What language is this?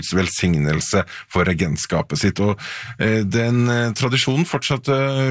Norwegian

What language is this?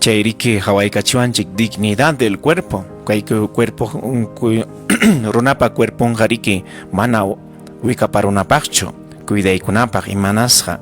Ayacucho Quechua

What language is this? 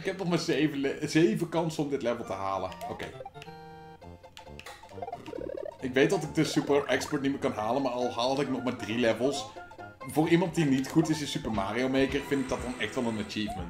Dutch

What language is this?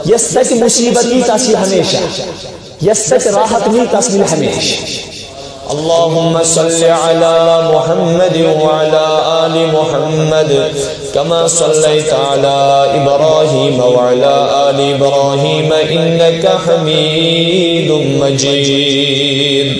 Kashmiri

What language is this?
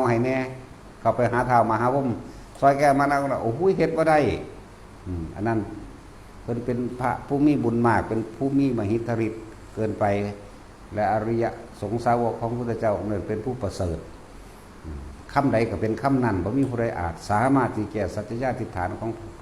Northeastern Thai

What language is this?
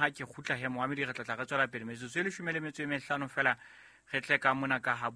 Southern Sotho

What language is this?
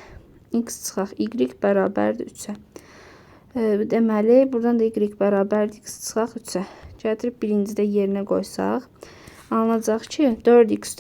Azerbaijani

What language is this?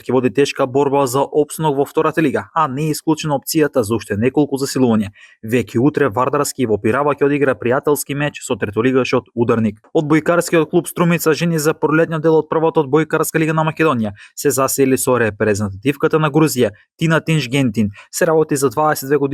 Macedonian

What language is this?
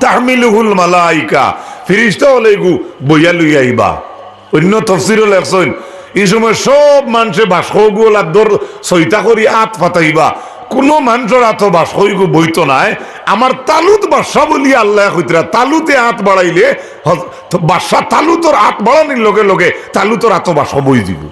Sylheti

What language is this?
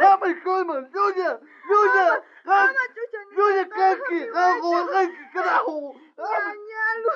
South Bolivian Quechua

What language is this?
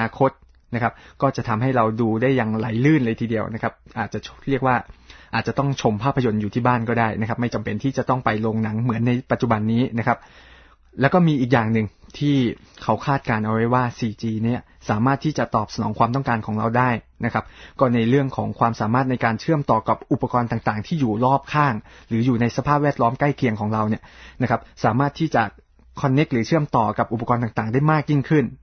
Thai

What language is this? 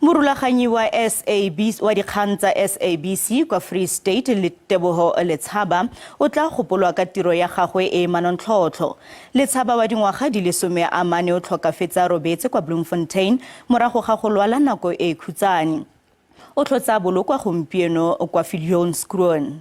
Tswana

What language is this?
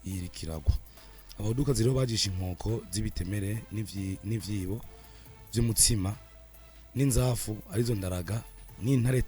Rundi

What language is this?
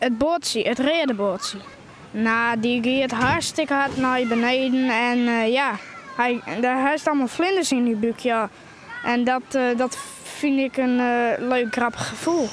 Western Frisian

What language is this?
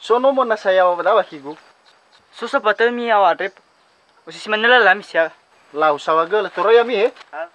Nias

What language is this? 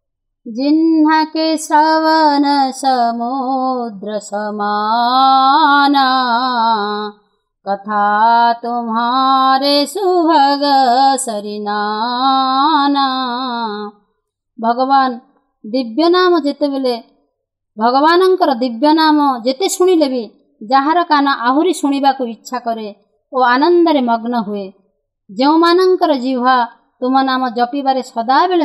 Odia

